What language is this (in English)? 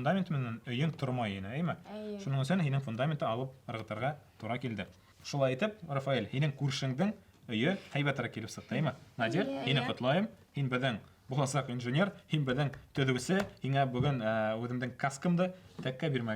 Bashkir